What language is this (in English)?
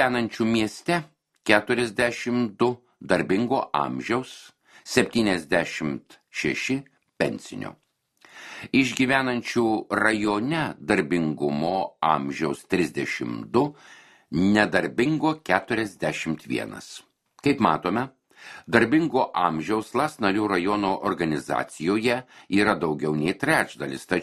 Lithuanian